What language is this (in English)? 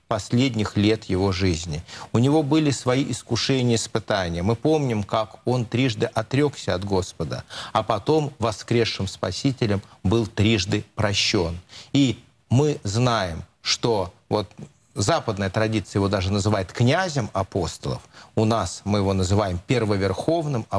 Russian